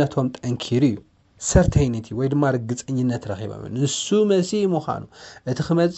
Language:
Tigrinya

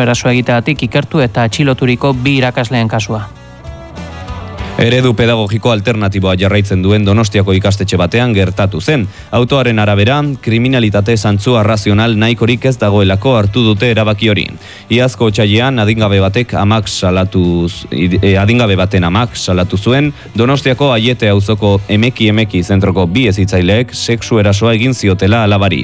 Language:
Basque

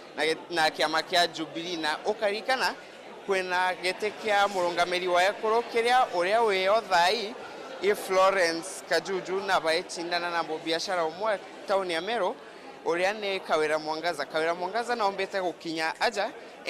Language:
Meru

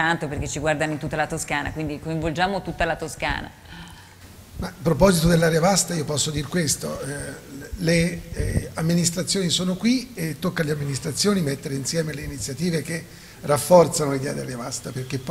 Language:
Italian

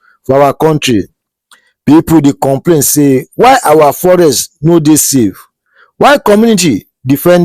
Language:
Nigerian Pidgin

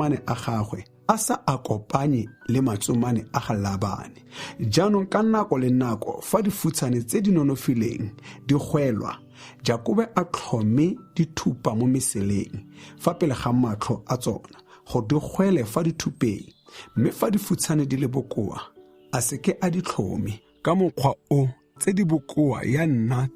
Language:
Tswana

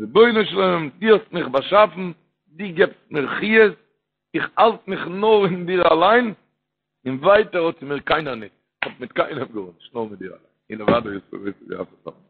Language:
Yiddish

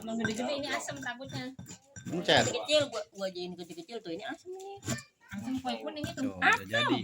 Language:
Betawi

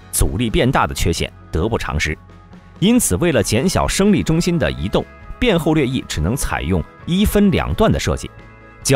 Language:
Chinese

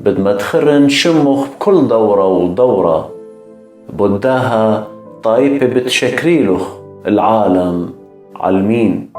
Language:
Assyrian Neo-Aramaic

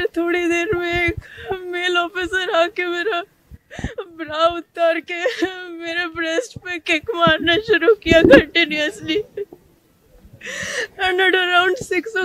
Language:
Odia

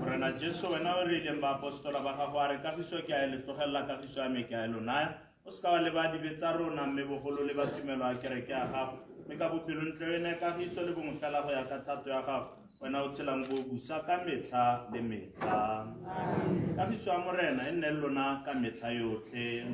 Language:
Tswana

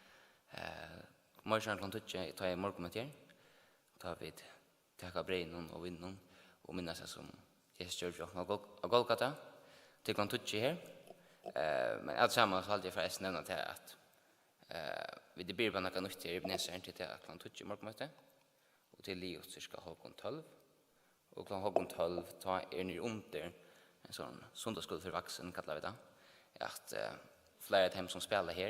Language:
Faroese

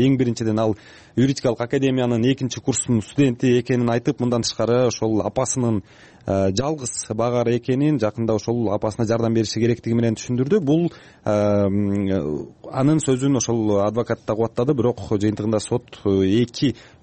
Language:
Kyrgyz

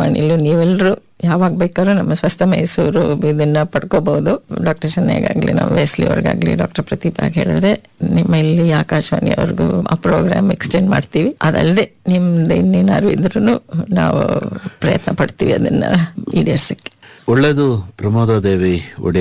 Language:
Kannada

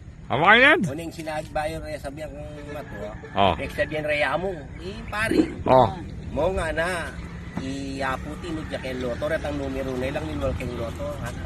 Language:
Pampanga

